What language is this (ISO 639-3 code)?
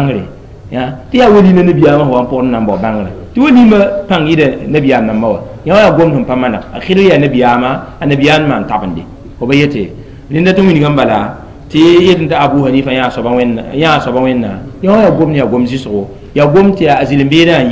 mos